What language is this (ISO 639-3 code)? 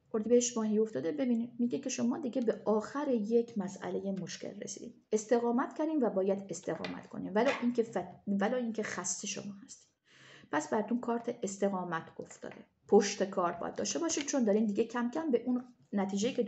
fas